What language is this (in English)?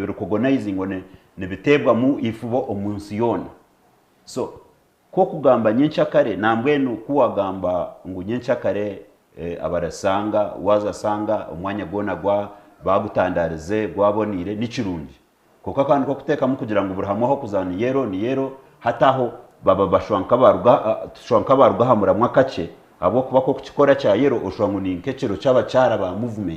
Nyankole